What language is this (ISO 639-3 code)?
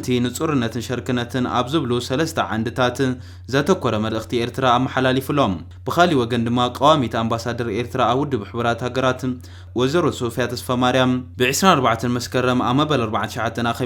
tir